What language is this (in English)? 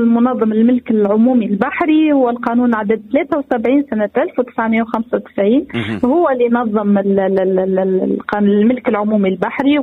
Tunisian Arabic